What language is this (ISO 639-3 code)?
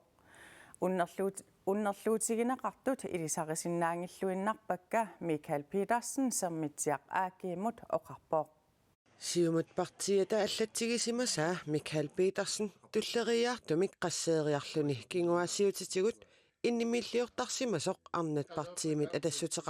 kal